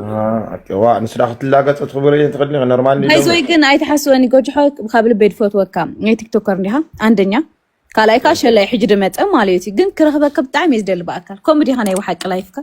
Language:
Tigrinya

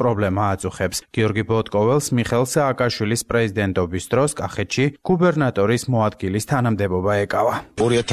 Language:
Georgian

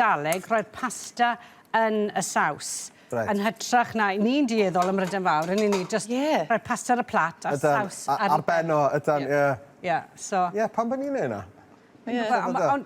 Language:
Welsh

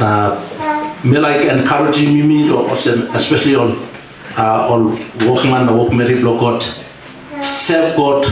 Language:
Tok Pisin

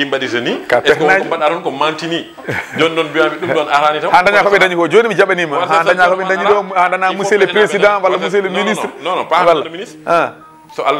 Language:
Fula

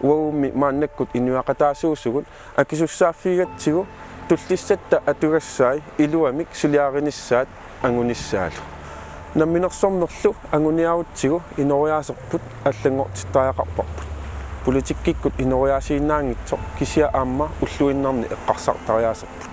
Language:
Kalaallisut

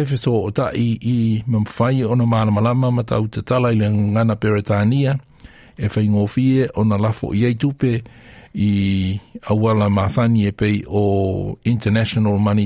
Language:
Samoan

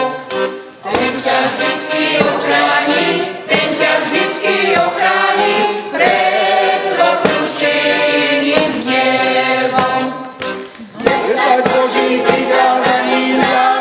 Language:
Slovak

